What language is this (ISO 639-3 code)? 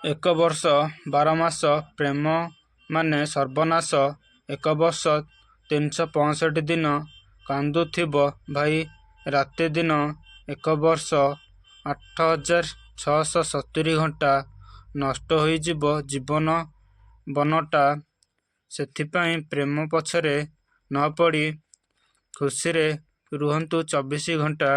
ori